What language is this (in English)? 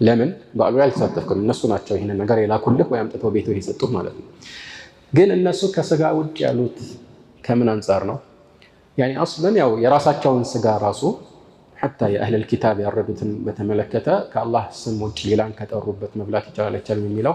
Amharic